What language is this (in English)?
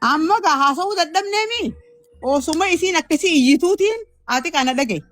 Oromo